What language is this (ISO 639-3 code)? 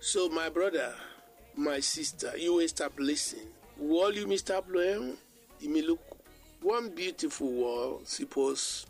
bis